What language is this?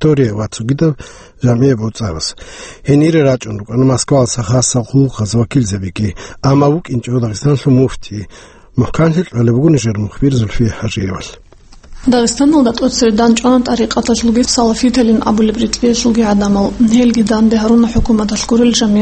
Avaric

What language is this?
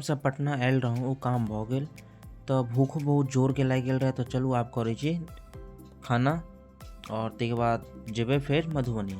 Maithili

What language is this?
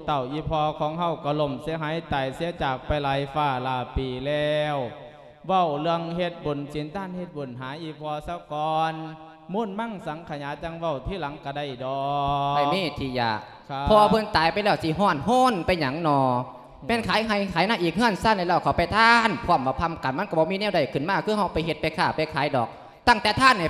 Lao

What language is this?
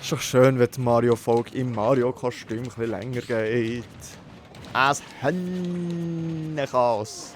Swiss German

